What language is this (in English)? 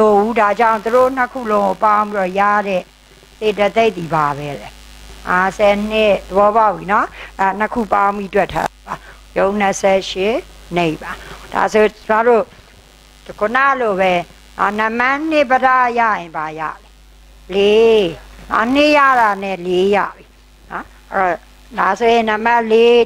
Burmese